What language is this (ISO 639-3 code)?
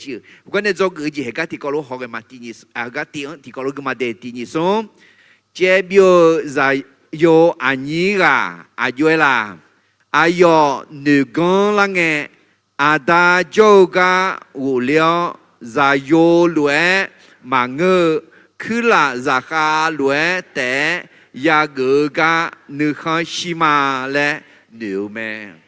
ahk